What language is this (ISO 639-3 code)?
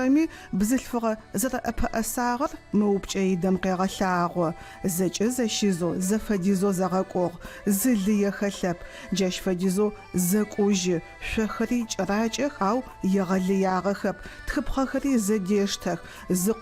ady